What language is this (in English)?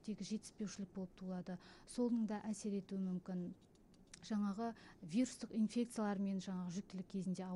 Kazakh